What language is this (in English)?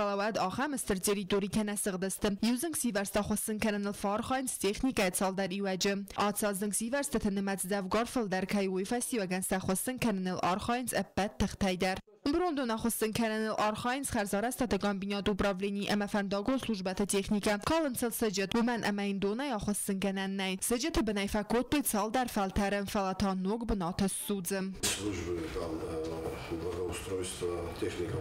Ossetic